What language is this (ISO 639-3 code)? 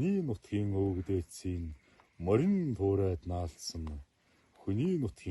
mon